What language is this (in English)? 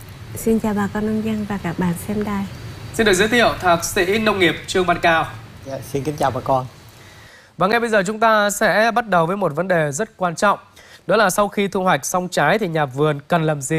Vietnamese